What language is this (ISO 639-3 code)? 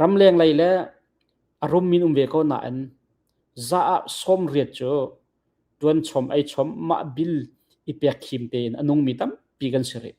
cnh